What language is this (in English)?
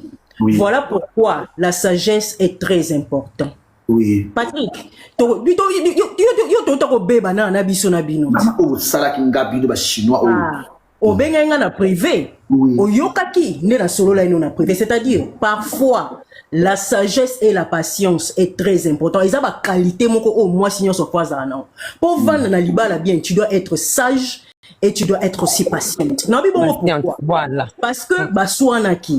Lingala